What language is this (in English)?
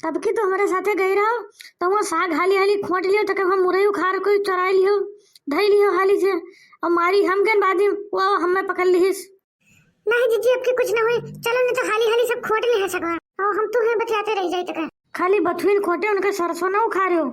Awadhi